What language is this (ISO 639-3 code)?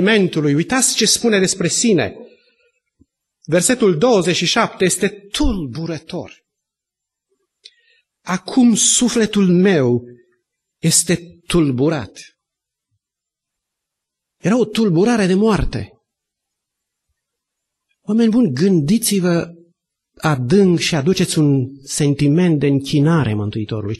ron